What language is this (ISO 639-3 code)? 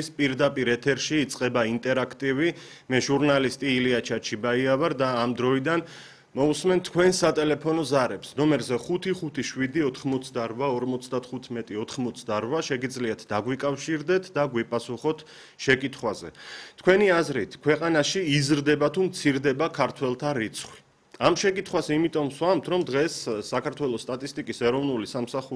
kat